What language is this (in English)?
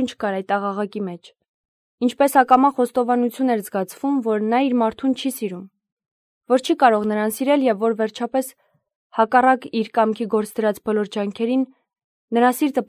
Armenian